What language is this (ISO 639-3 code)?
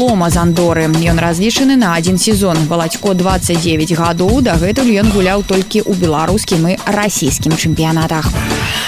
bel